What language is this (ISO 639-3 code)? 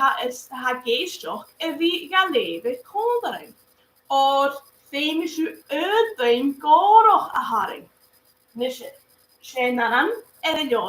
gla